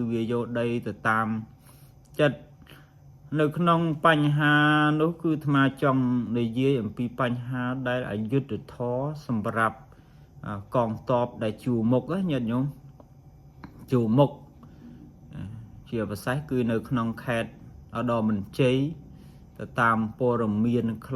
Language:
Khmer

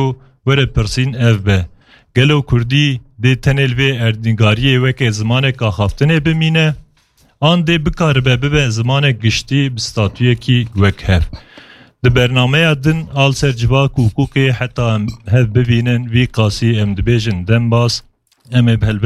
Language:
Kurdish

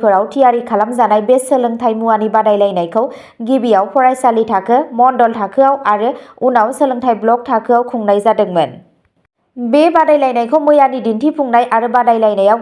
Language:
Bodo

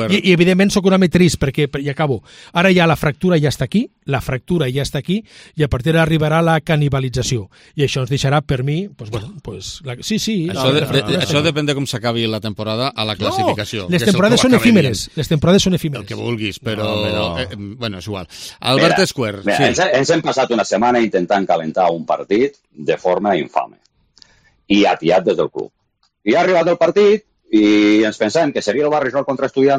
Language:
Catalan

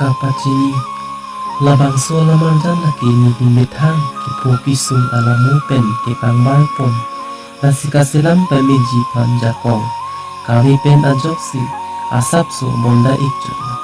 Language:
Karbi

